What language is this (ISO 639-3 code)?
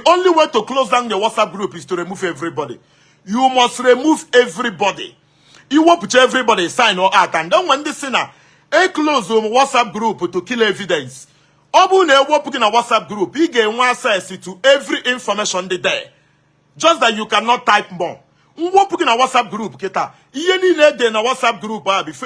ibo